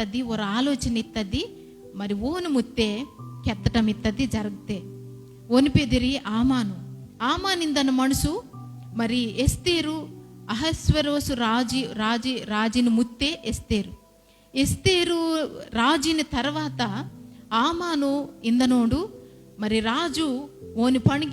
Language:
Koya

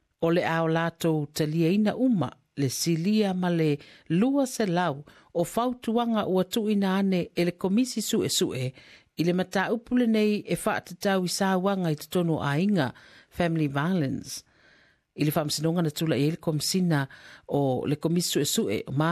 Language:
Samoan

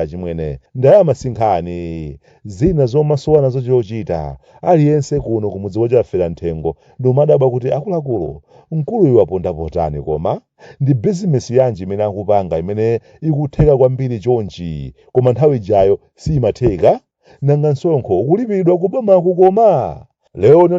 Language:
Nyanja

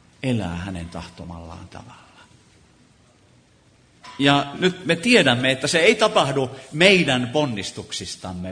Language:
Finnish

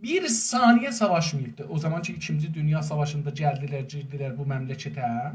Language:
South Azerbaijani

